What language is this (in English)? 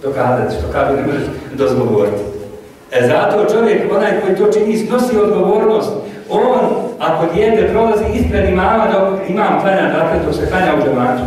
Bosnian